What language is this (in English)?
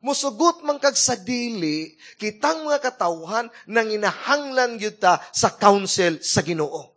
Cebuano